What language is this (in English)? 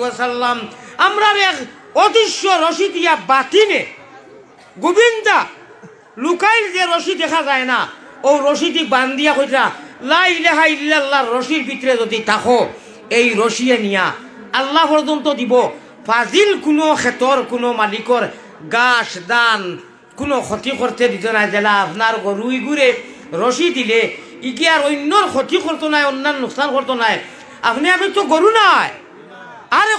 Sylheti